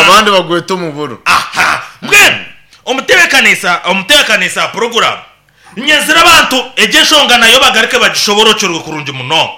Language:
Nyankole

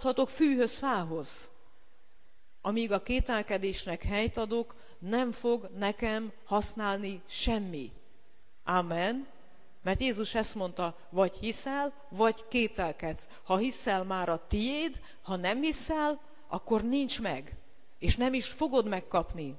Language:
Hungarian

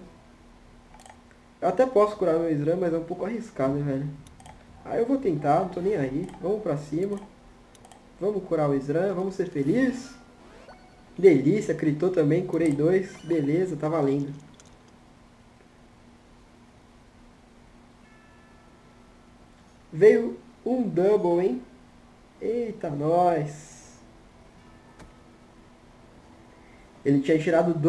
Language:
Portuguese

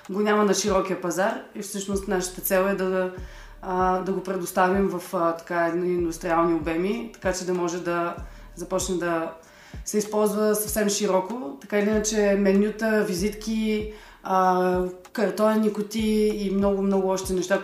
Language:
Bulgarian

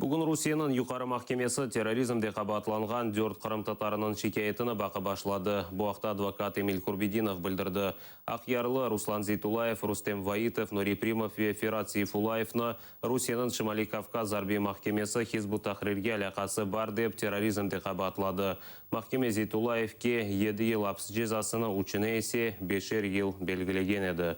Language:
Crimean Tatar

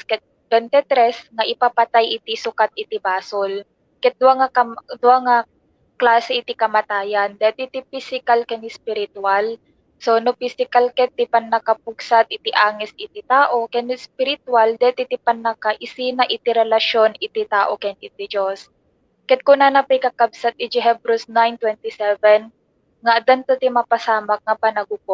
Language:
Iloko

